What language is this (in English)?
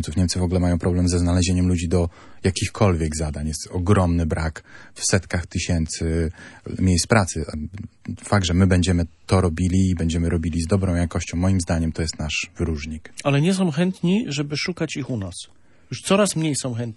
Polish